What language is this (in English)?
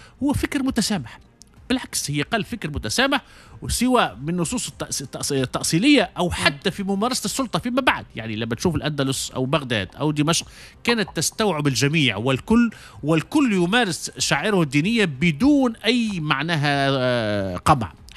Tunisian Arabic